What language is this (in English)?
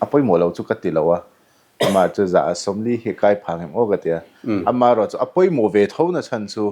Mizo